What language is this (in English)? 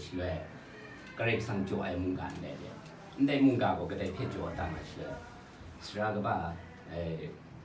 Kachin